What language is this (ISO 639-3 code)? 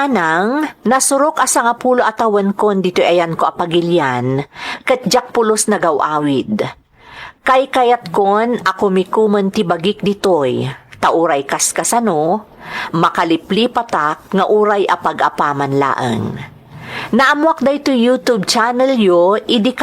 ilo